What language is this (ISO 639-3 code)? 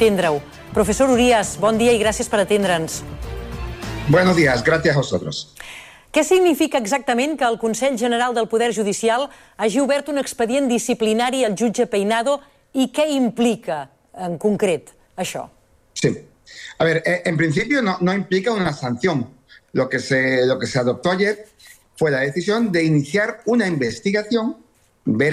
cat